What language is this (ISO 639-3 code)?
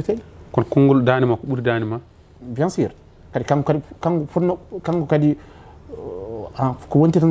ful